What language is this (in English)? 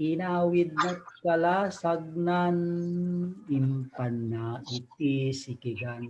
Iloko